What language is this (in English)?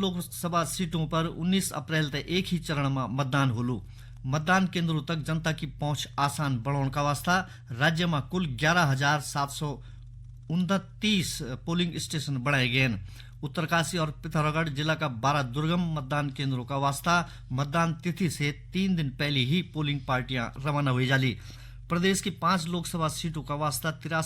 Garhwali